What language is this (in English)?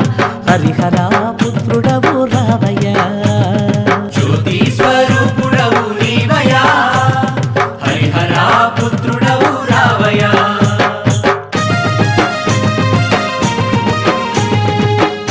Telugu